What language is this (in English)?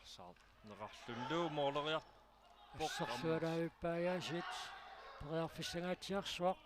Kalaallisut